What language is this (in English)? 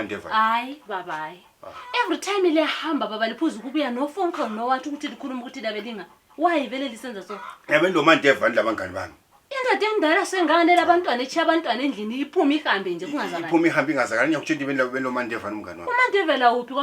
North Ndebele